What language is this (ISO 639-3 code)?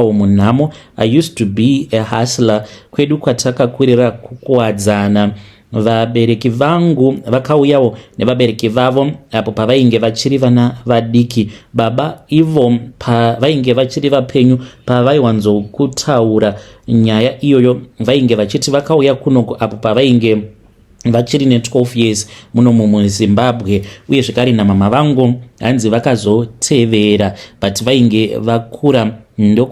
sna